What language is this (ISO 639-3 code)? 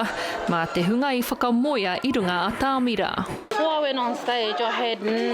mri